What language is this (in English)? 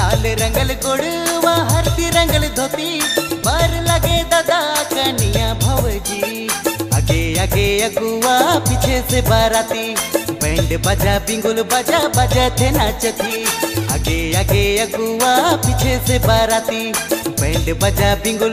Sadri